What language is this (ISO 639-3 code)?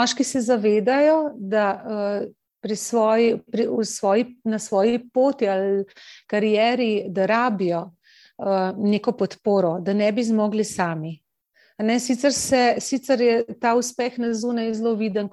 slv